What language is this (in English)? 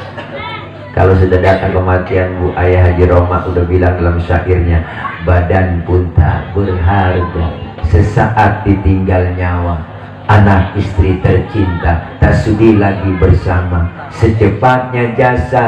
Betawi